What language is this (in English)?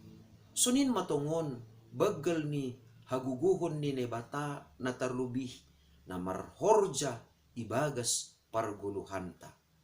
Batak Simalungun